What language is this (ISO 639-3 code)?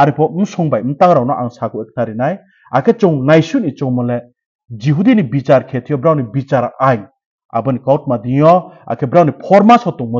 ria